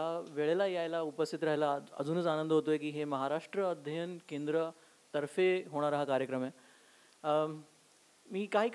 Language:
Marathi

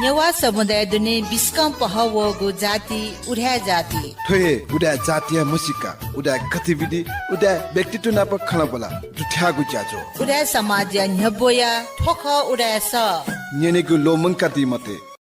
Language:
Newari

